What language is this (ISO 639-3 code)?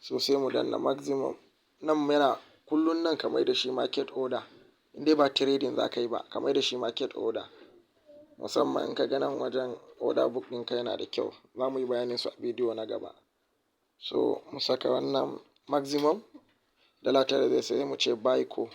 hau